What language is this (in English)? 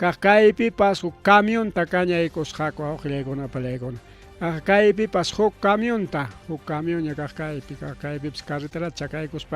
Ayacucho Quechua